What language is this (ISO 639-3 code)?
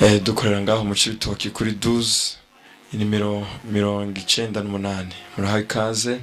run